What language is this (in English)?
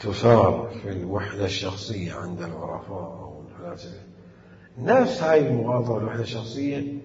Mesopotamian Arabic